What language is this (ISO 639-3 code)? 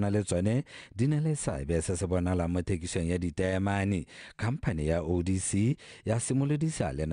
tsn